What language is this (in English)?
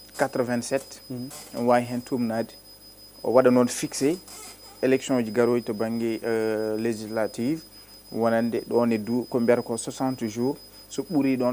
Fula